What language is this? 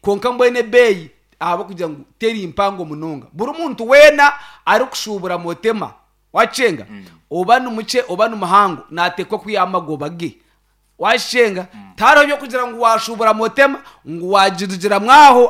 Nyankole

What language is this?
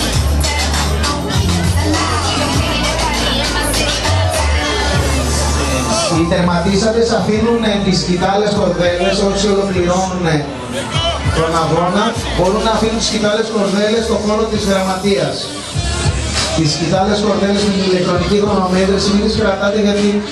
Greek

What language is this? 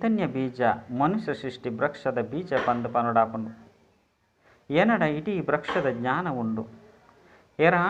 Tulu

